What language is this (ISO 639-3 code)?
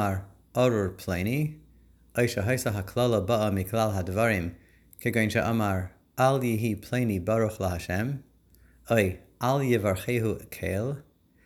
heb